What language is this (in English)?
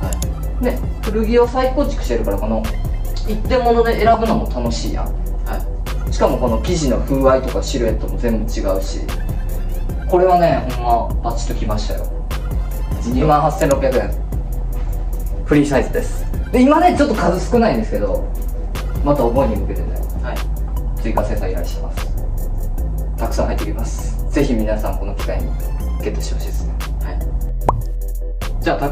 Japanese